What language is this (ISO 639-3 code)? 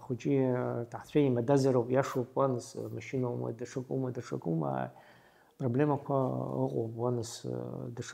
abk